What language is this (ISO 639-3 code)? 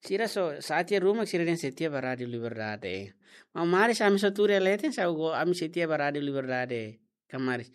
tet